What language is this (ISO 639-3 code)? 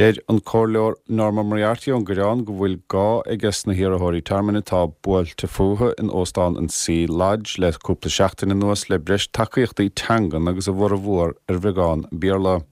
gle